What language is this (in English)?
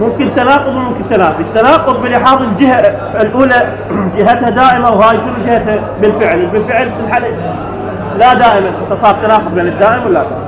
Mesopotamian Arabic